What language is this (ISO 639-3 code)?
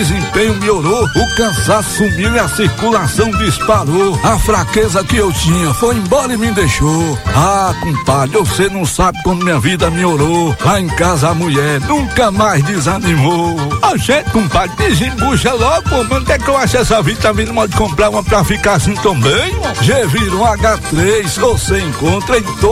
por